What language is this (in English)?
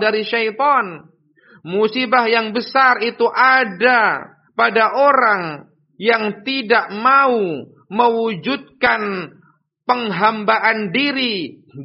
Indonesian